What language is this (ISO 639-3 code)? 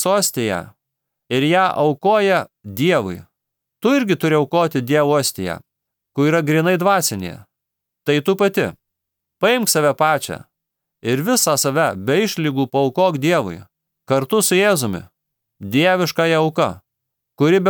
lit